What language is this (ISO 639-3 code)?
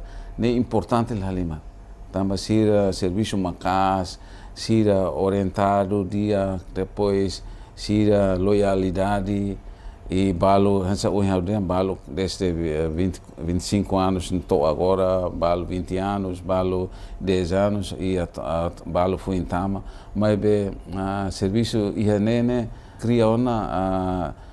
tet